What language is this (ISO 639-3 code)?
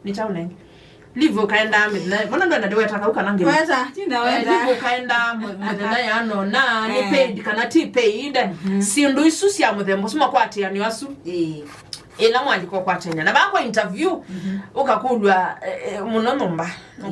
kam